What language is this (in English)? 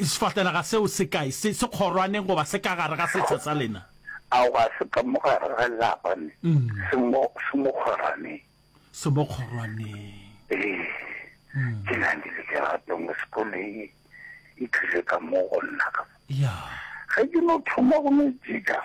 Northern Sotho